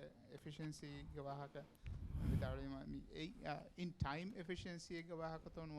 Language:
Divehi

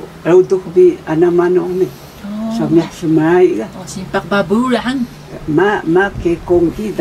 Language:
Taroko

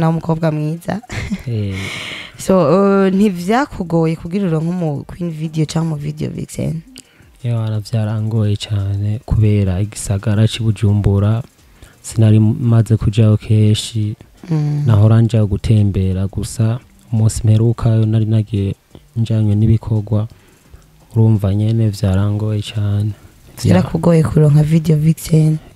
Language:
Rundi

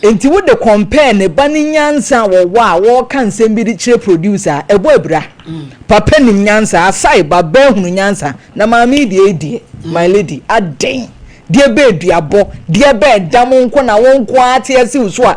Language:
Akan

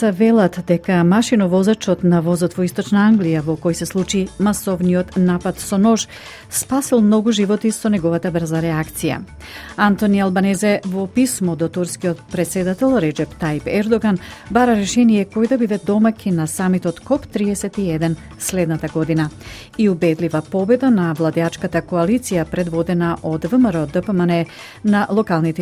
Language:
Macedonian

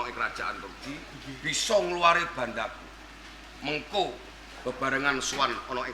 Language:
Javanese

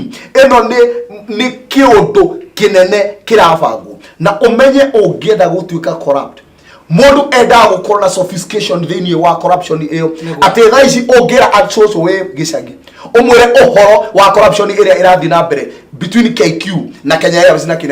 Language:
Kikuyu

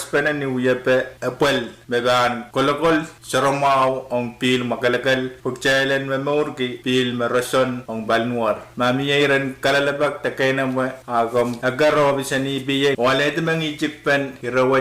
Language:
Pohnpeian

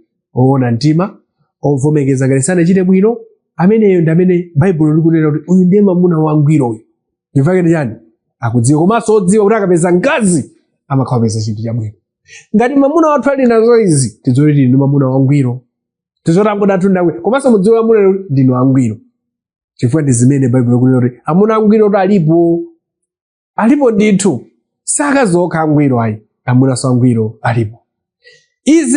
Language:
Nyanja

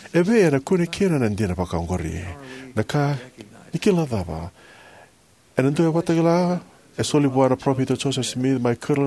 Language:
Fijian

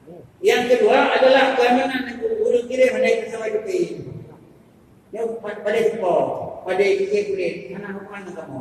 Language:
Achinese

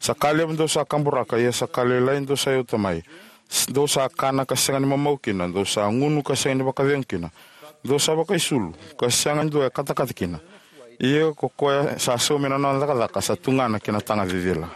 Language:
Fijian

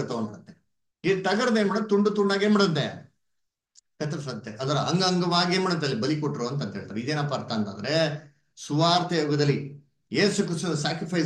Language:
Kannada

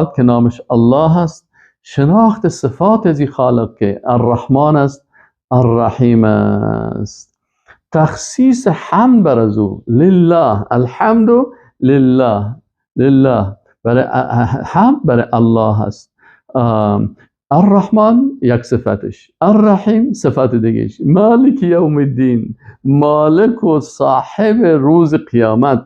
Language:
Persian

